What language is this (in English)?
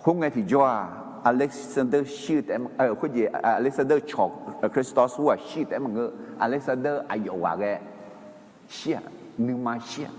Akha